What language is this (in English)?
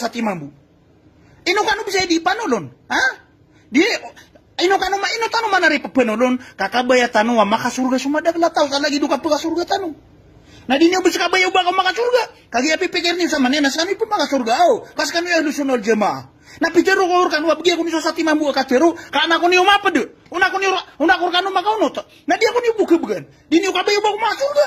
Maranao